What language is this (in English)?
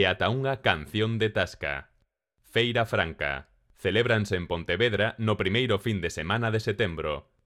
Galician